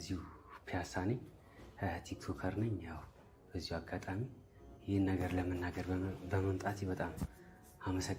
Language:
Amharic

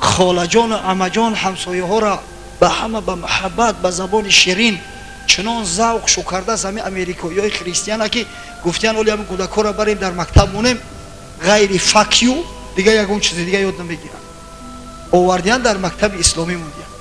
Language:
Tajik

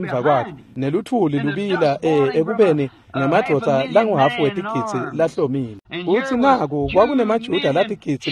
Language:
Swati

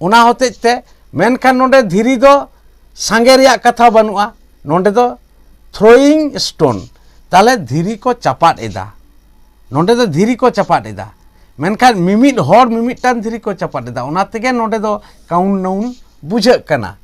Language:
Santali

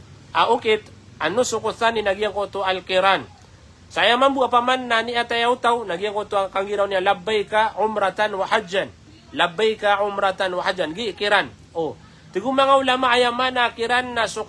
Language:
Maranao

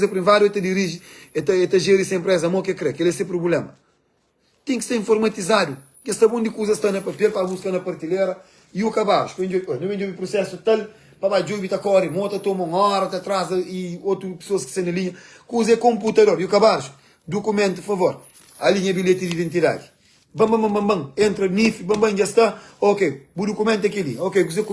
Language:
Kabuverdianu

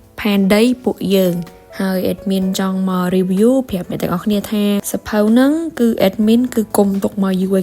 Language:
Khmer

